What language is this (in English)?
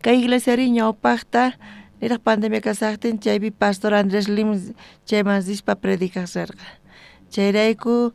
South Bolivian Quechua